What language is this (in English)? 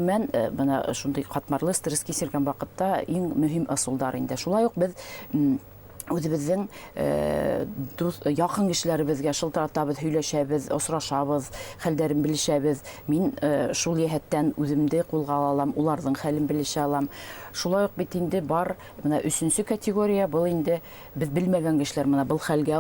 Bashkir